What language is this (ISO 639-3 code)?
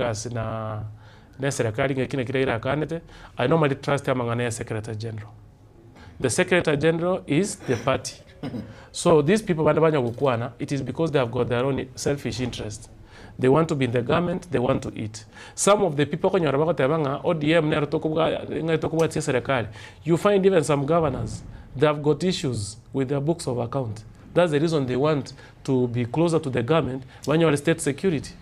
guz